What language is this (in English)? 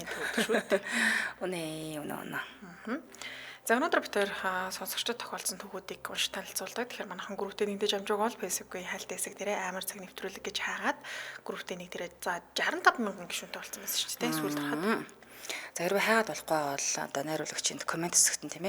Mongolian